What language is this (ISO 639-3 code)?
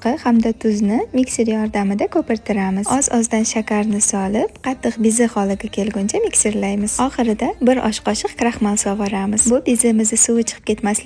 uzb